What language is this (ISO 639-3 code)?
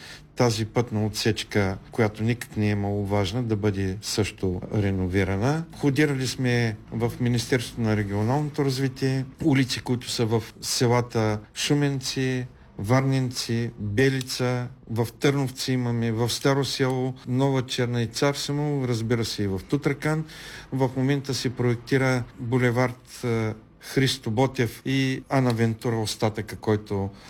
bul